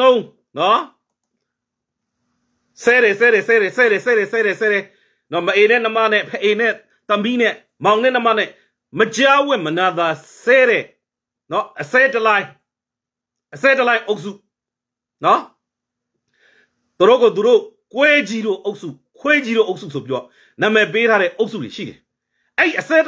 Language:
Burmese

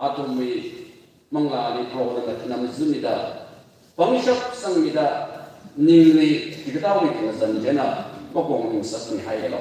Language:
Tangkhul Naga (India)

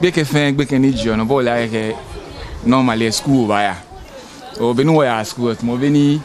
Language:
Ga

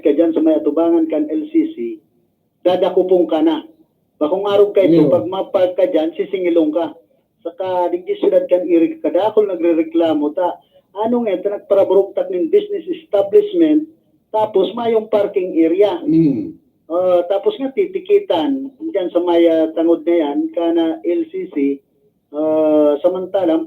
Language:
Bikol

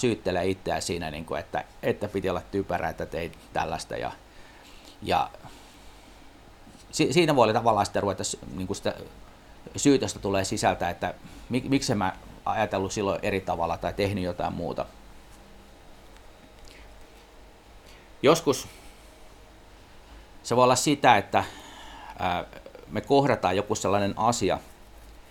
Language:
Finnish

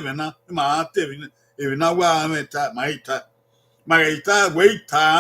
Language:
Bini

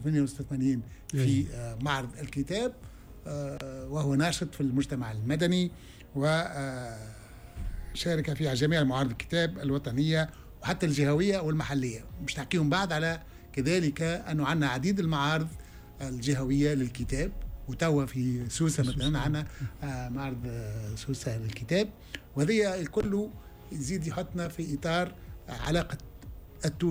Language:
Tunisian Arabic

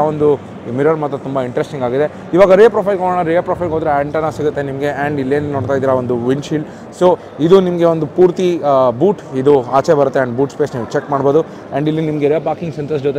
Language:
Kannada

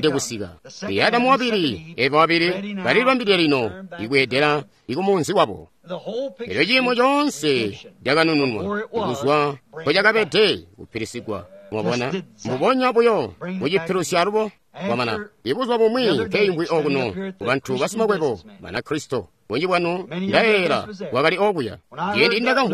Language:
Tonga (Zambia)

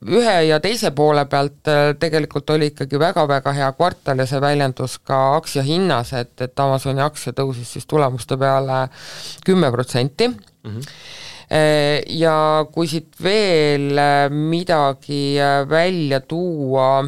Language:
Estonian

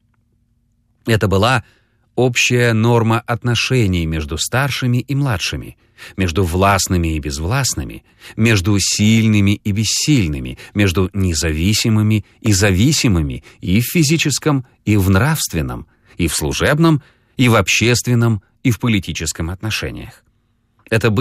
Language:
Russian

